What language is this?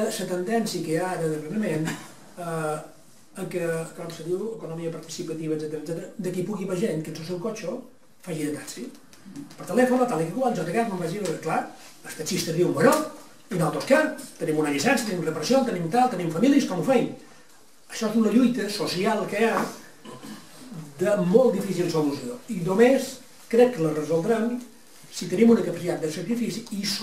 Catalan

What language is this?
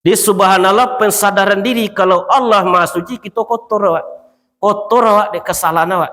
Minangkabau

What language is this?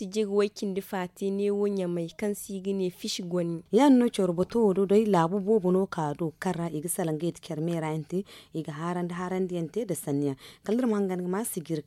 Zarma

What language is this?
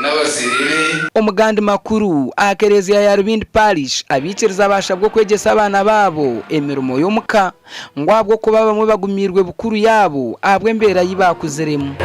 Nyankole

